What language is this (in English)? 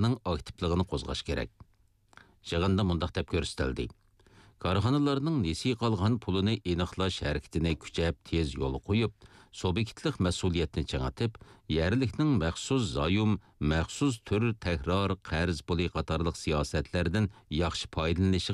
Uyghur